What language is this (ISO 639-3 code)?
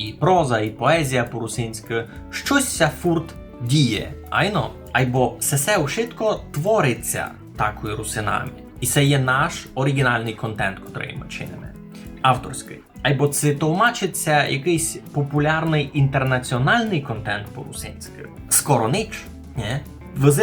rue